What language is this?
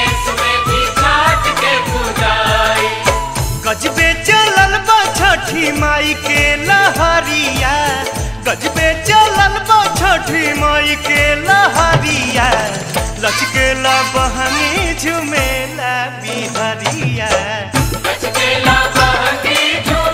Bhojpuri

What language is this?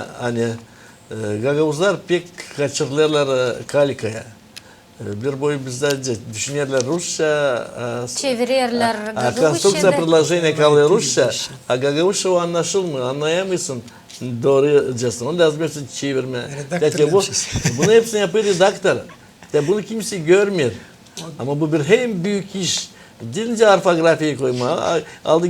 Gagauz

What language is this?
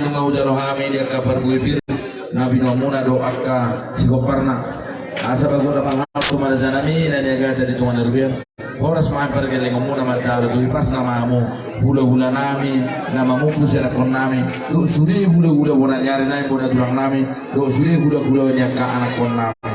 Batak Toba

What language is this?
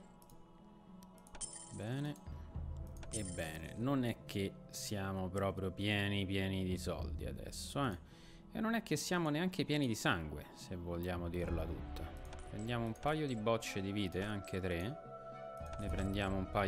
Italian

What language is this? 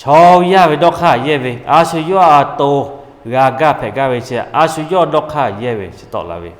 Lahu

